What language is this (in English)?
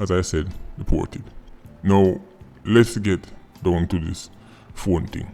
Jamaican Creole English